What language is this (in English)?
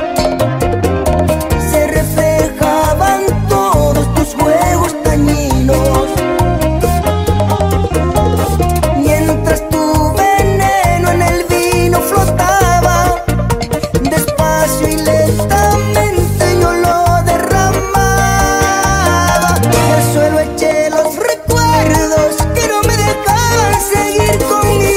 Spanish